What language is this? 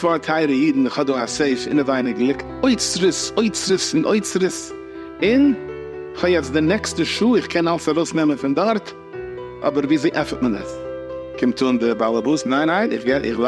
Yiddish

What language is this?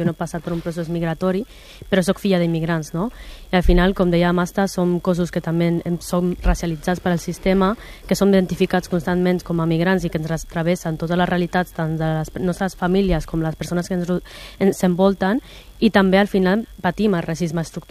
Catalan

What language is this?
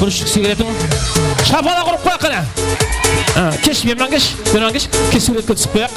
Kara-Kalpak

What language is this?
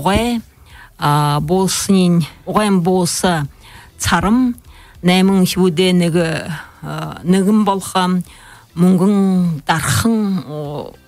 Buriat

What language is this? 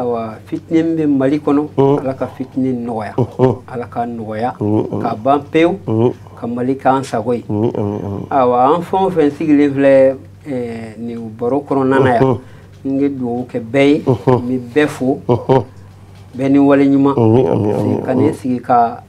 Bambara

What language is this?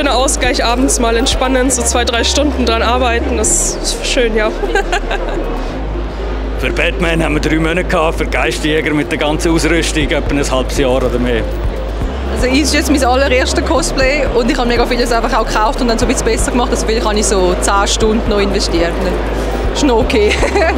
Swiss German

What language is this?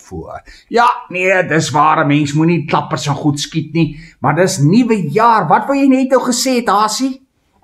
Afrikaans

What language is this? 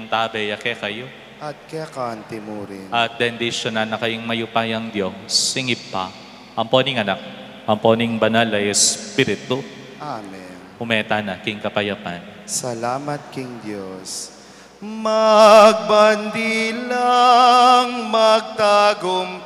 Pampanga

